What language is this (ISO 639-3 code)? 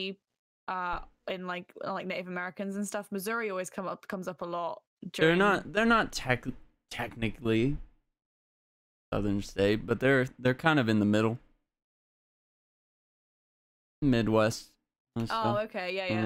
eng